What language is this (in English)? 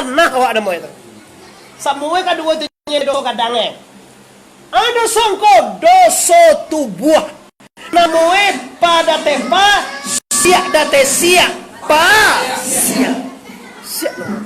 Minangkabau